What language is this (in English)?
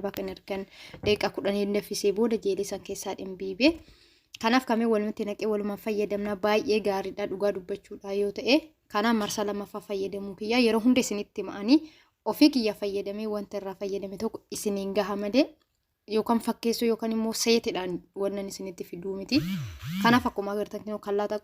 Oromo